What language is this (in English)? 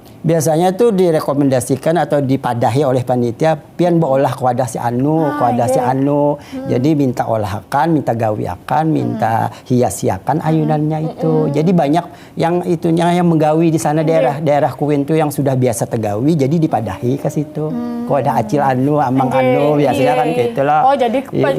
Banjar